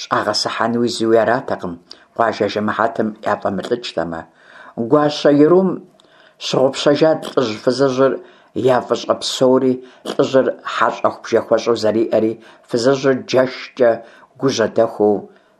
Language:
Kabardian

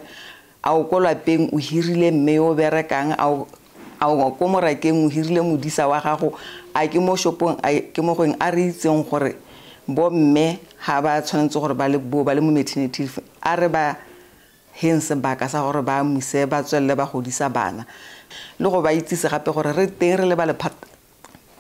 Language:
Tswana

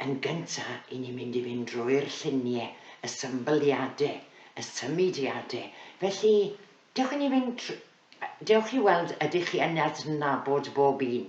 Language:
Welsh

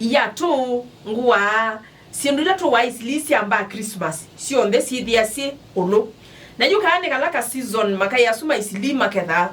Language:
Kamba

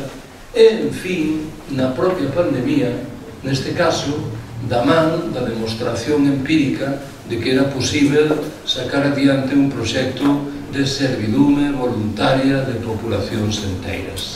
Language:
Galician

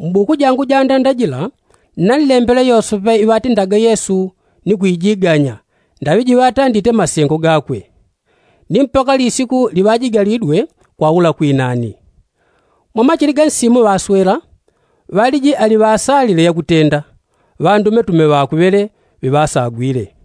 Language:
Yao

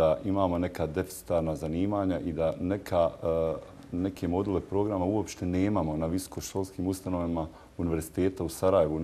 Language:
Bosnian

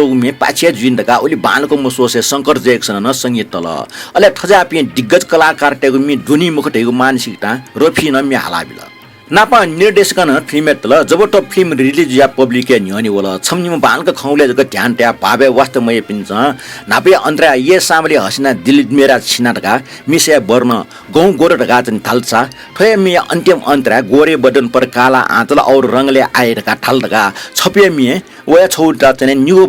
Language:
Newari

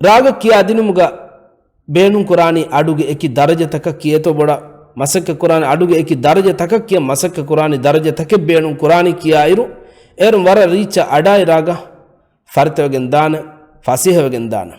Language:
Divehi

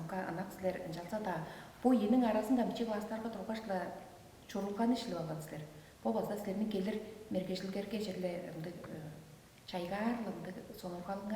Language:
Tuvinian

